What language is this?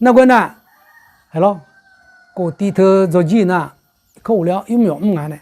Akha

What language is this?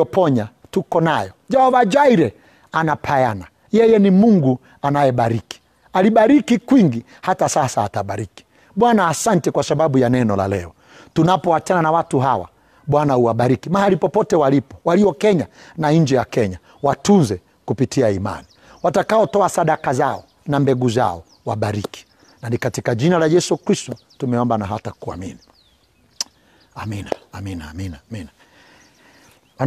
Swahili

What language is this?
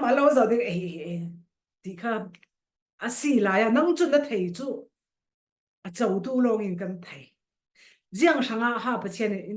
Falam Chin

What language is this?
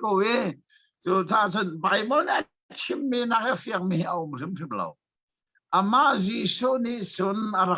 Hakha Chin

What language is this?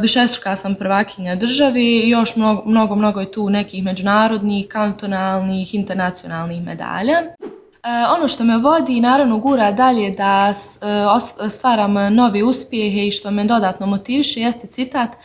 Bosnian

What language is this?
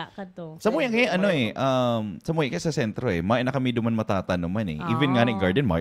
Bikol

